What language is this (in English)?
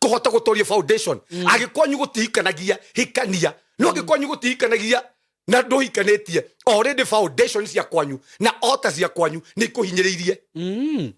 Kikuyu